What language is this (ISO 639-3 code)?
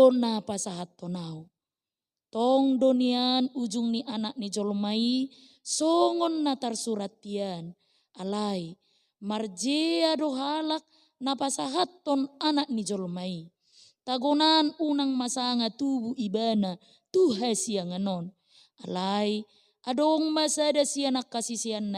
bbc